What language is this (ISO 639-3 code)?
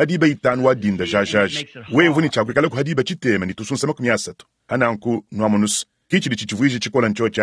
lua